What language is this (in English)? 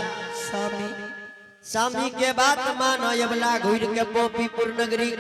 Angika